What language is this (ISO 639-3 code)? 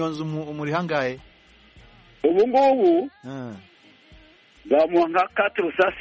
kin